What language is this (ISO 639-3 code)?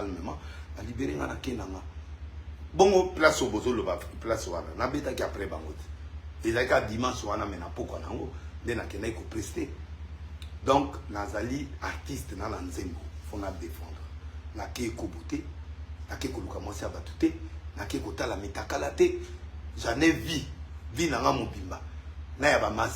lin